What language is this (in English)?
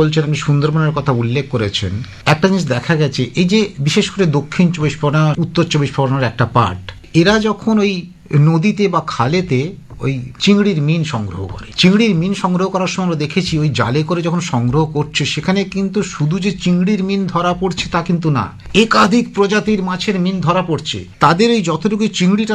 Bangla